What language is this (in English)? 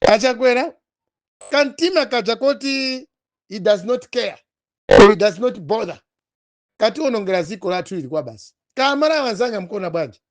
Nyanja